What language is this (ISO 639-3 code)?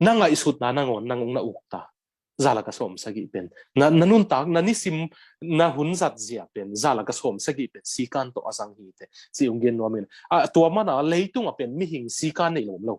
ctd